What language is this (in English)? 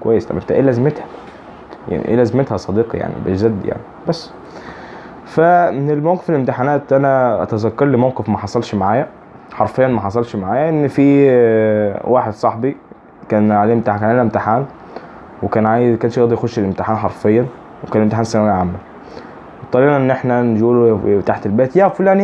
Egyptian Arabic